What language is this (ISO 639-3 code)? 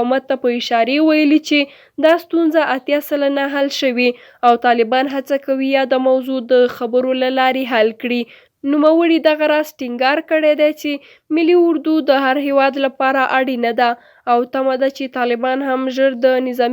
pus